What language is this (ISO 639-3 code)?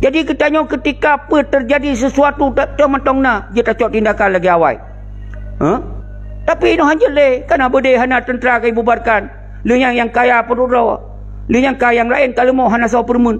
ace